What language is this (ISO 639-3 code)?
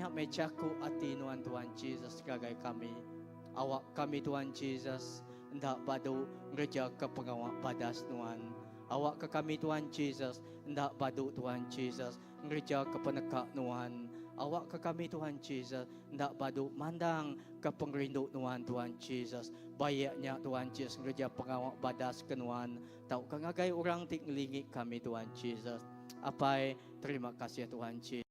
iba